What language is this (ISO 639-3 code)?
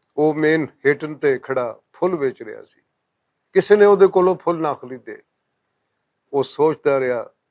lah